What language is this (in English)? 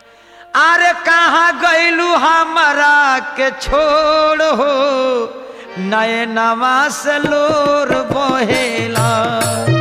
Bhojpuri